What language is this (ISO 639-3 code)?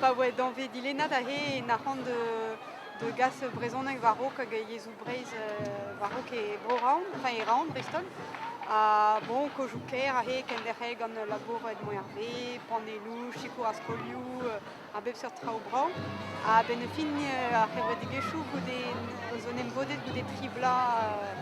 bre